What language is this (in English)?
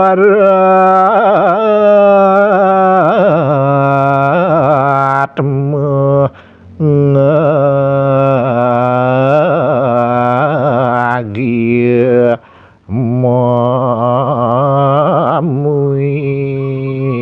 Balinese